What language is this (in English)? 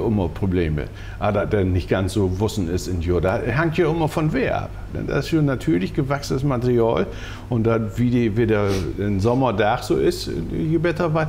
Low German